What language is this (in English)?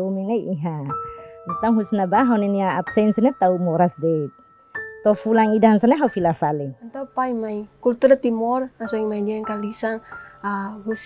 Tetum